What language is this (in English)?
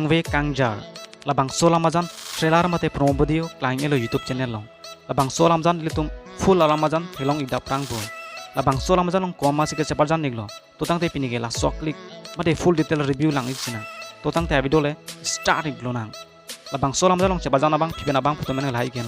Karbi